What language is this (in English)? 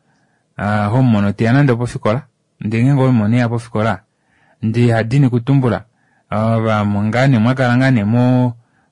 Kuanyama